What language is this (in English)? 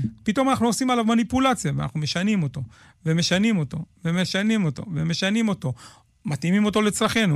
Hebrew